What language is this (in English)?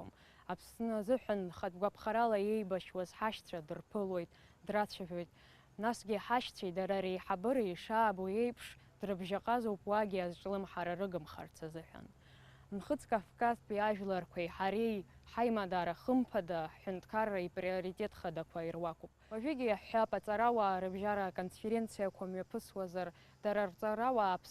Abkhazian